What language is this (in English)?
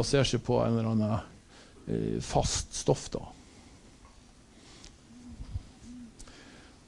Norwegian